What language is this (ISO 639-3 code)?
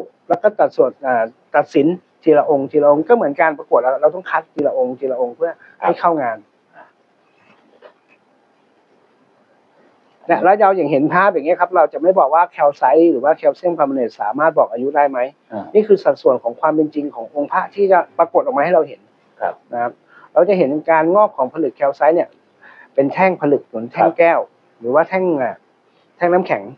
tha